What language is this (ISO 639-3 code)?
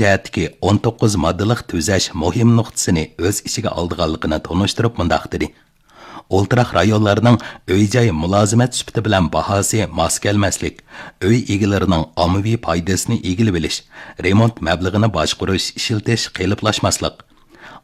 uig